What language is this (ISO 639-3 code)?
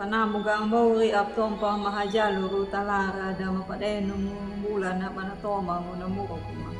akg